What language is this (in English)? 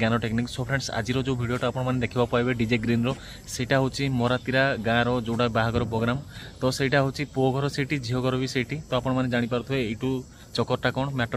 Odia